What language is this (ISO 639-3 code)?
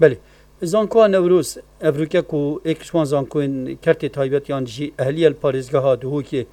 kur